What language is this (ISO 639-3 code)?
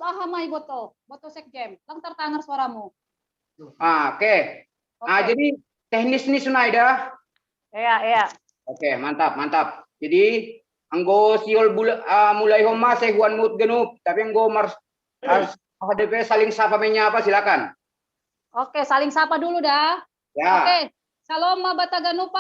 bts